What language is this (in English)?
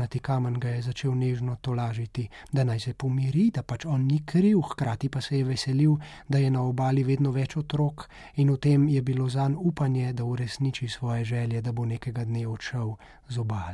Slovenian